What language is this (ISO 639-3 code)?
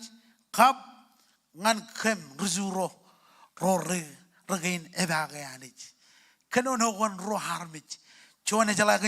mah